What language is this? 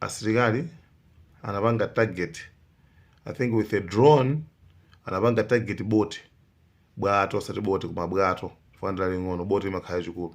Nyanja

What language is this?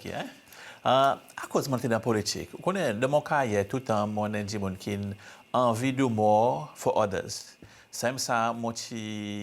Seselwa Creole French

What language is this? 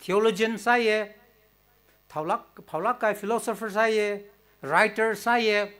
Tangkhul Naga (India)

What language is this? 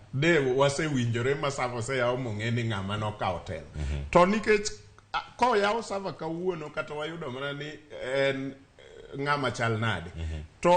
Luo (Kenya and Tanzania)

